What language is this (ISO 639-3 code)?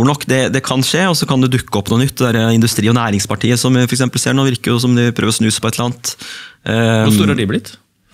nor